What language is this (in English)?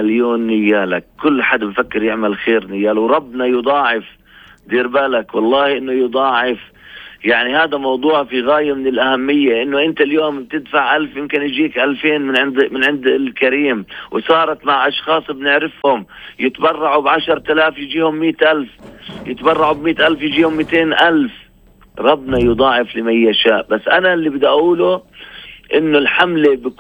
North Levantine Arabic